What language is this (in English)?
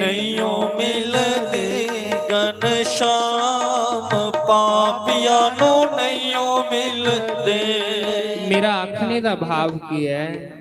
Dogri